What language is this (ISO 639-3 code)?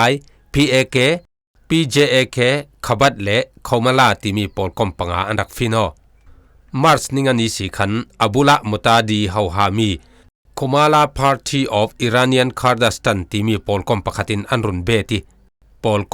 cfm